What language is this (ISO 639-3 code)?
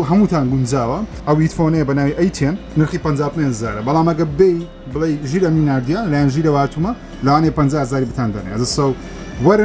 ckb